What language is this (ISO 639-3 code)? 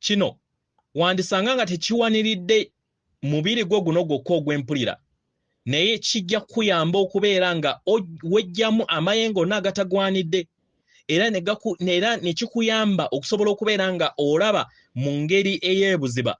lug